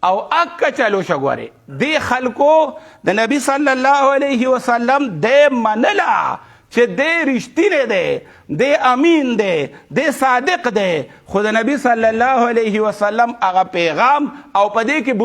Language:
Pashto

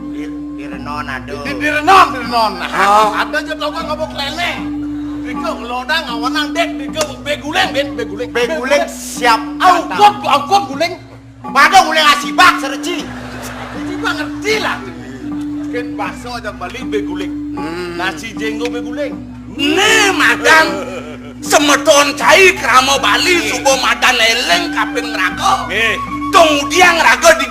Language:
Balinese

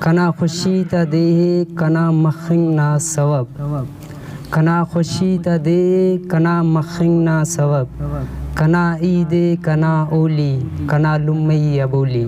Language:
Brahui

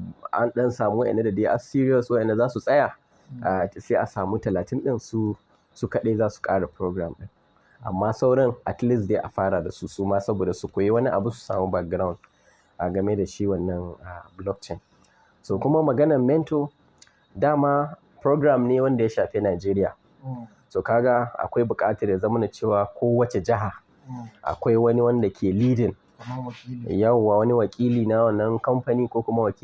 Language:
Hausa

